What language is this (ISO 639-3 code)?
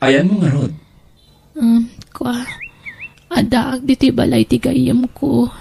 ilo